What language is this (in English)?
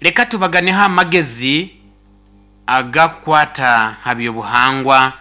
Nyoro